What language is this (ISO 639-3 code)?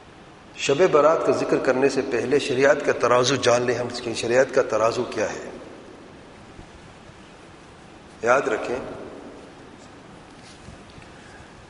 urd